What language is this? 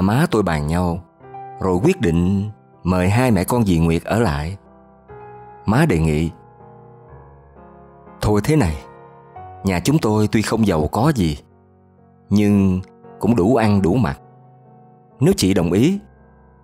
Vietnamese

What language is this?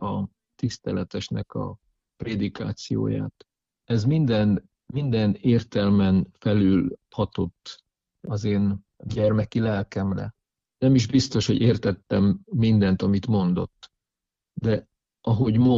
Hungarian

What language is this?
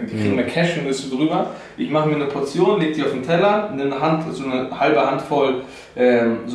German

